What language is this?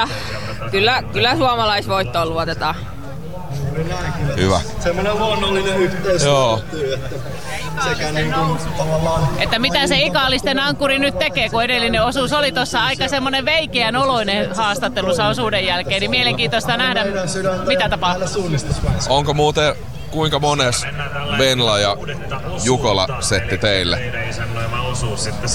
Finnish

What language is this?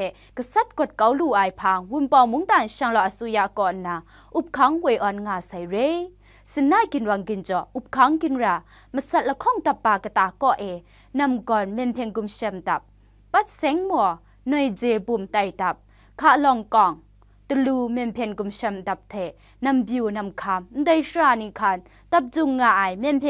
Kachin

